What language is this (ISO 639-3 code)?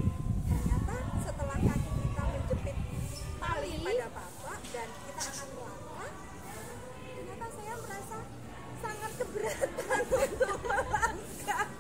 ind